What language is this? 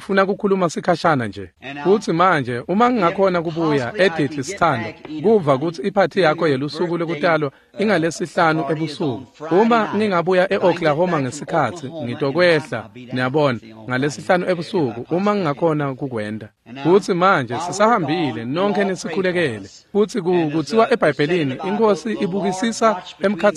Swati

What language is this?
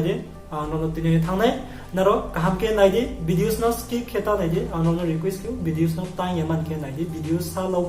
Riang (India)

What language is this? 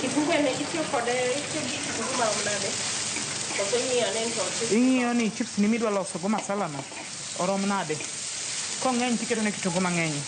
Luo (Kenya and Tanzania)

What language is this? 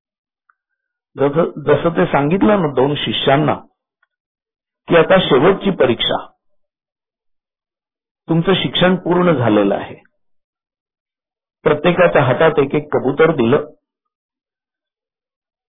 Marathi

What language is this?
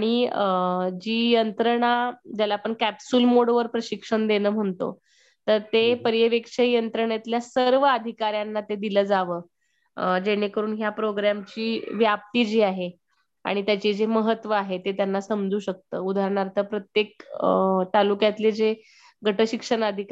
Marathi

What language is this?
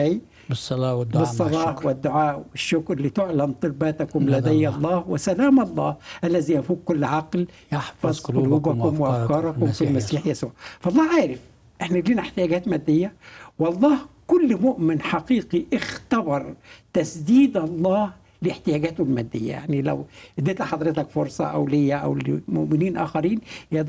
Egyptian Arabic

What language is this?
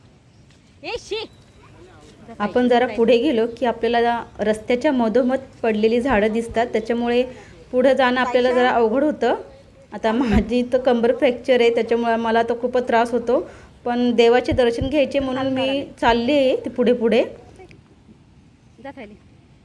Marathi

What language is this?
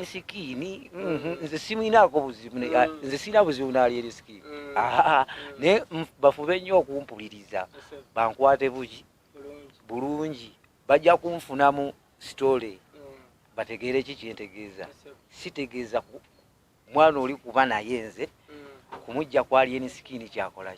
Ganda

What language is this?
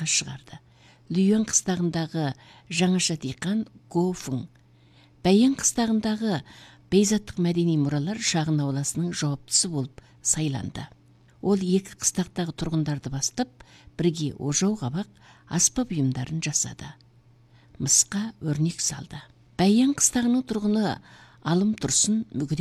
Kazakh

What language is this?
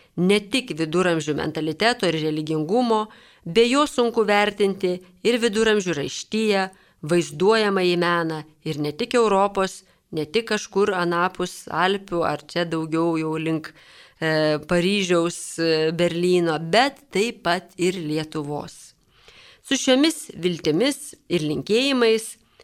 Lithuanian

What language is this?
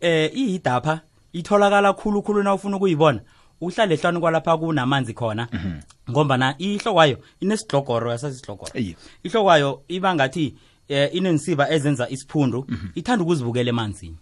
South Ndebele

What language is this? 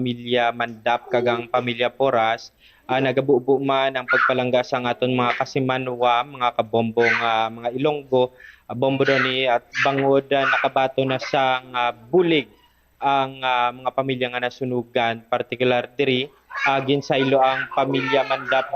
Hiligaynon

